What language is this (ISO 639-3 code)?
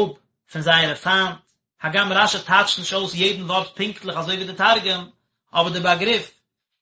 yid